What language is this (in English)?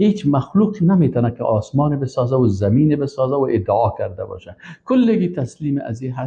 Persian